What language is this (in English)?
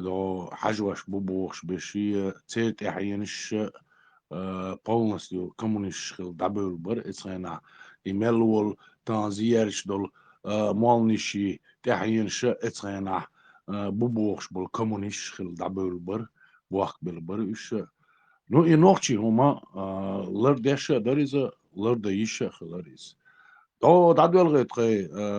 Chechen